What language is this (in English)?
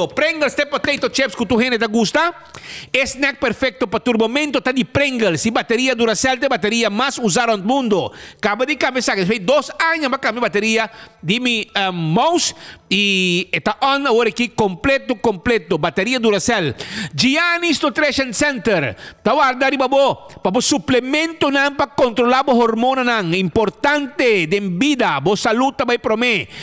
Papiamento